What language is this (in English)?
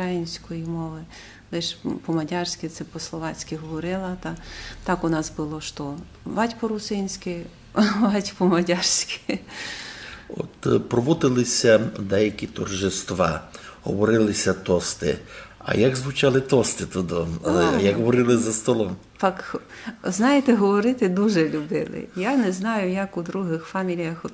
Rusyn